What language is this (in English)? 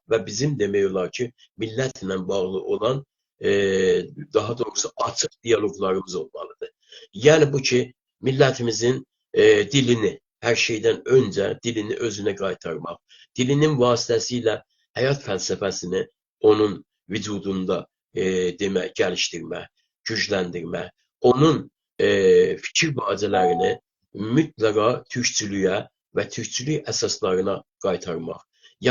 South Azerbaijani